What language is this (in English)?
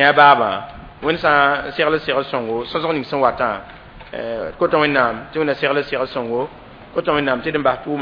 Mossi